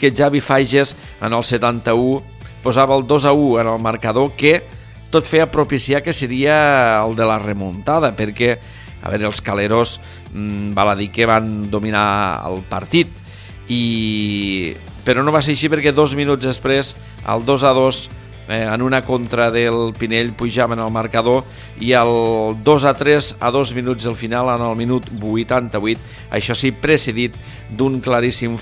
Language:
Catalan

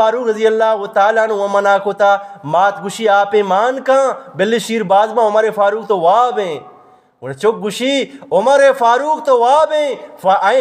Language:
Eastern Balochi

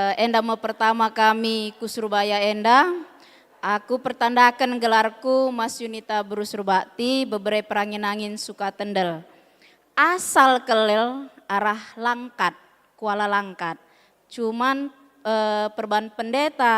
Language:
Batak Karo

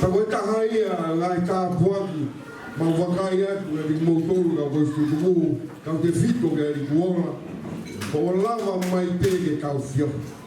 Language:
Tongan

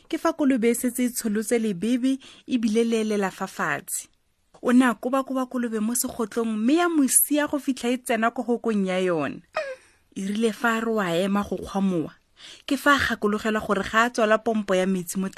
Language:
Tswana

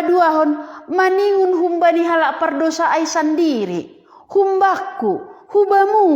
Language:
Batak Simalungun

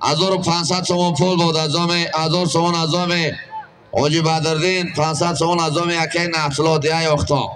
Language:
Tajik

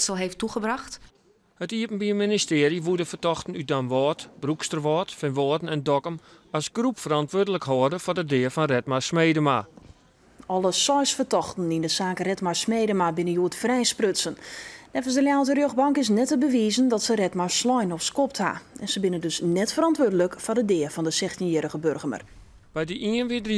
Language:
Western Frisian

